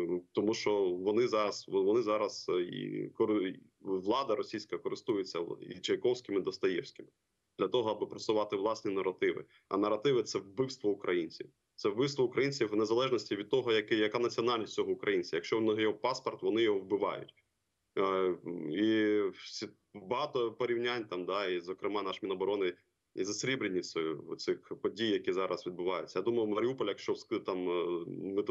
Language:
Ukrainian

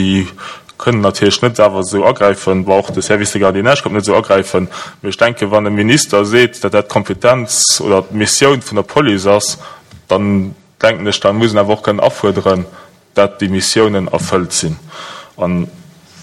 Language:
Luxembourgish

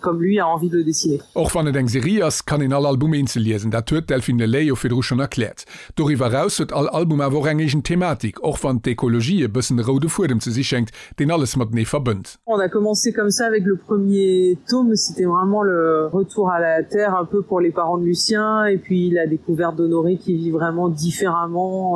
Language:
Luxembourgish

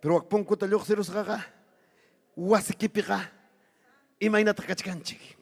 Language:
Ayacucho Quechua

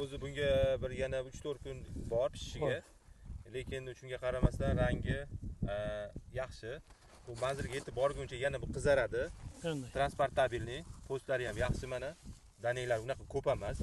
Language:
Uzbek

